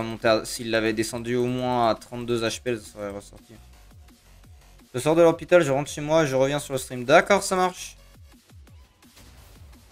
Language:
French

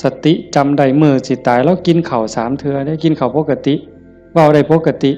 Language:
Northeastern Thai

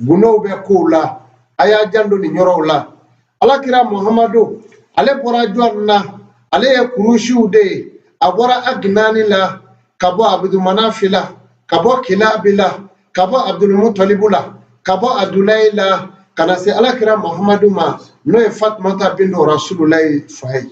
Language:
Bambara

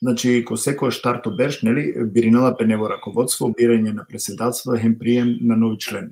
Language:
Balkan Romani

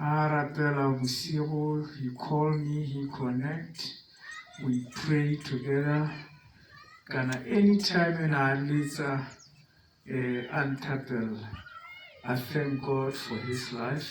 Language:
Tswana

